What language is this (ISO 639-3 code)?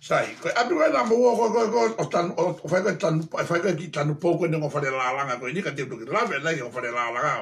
ton